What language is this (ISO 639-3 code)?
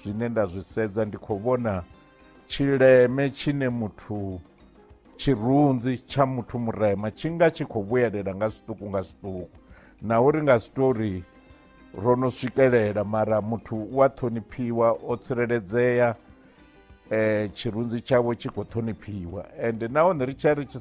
ven